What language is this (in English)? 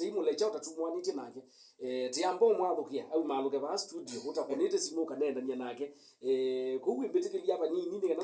Kamba